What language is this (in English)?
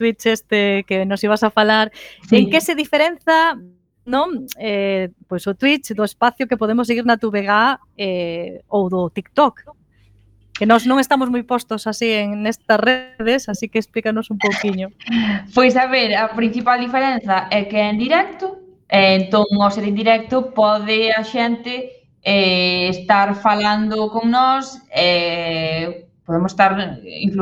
Galician